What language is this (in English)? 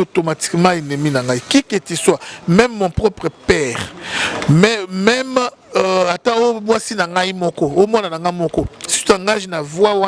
Lingala